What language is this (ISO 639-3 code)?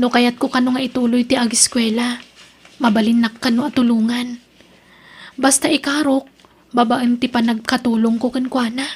ilo